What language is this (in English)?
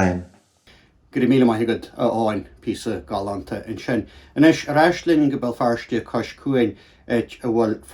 Irish